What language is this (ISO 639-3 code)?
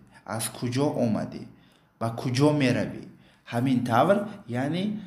tgk